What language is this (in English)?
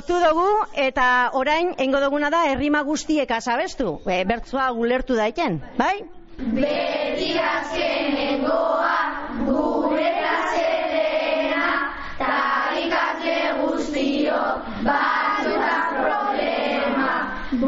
Basque